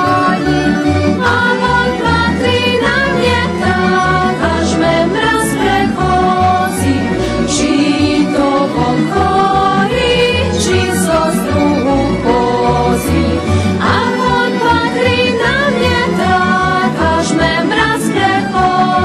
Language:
Rusyn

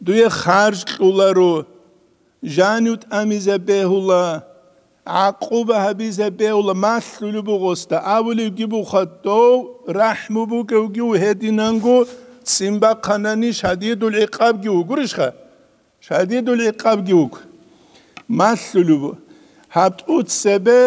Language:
Avaric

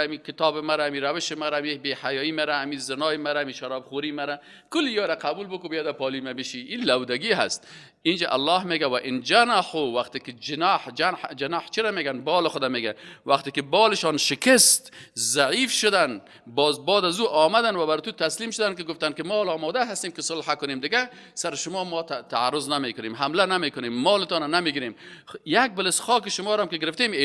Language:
Persian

